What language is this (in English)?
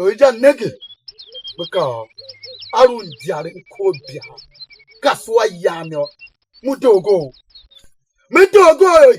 Tiv